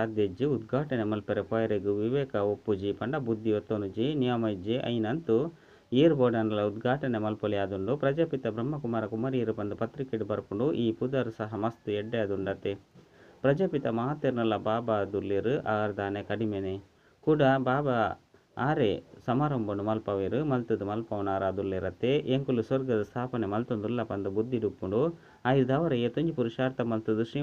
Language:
Tulu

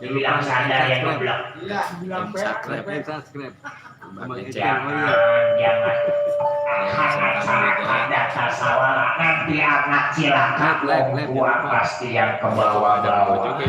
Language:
Betawi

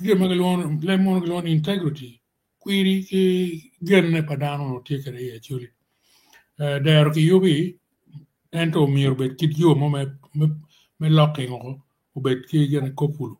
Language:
Acoli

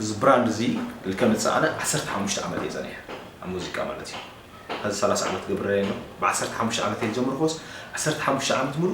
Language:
Tigrinya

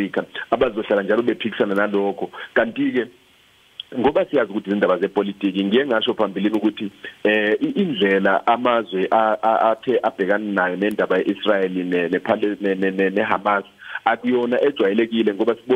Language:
Zulu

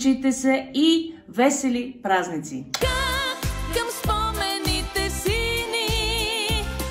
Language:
Bulgarian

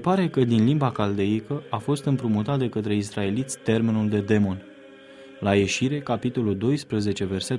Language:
Romanian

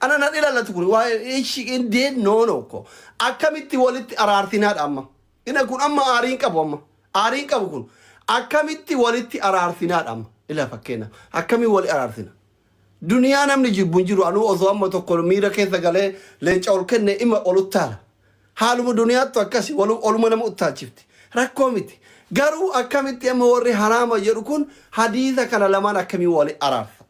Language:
Oromo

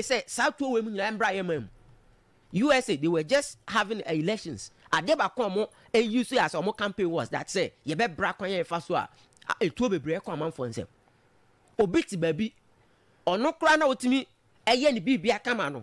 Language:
Akan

